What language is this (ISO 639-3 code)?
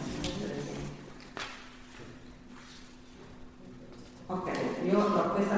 ita